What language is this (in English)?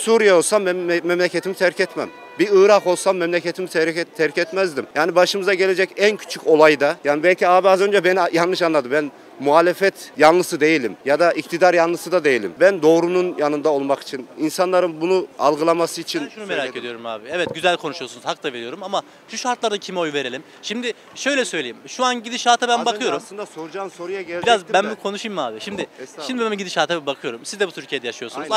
Turkish